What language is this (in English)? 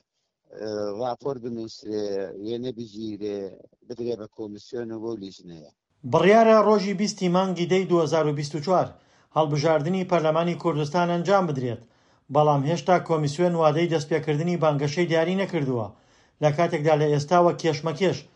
Central Kurdish